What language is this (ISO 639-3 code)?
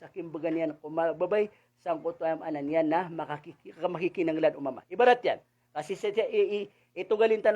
mrw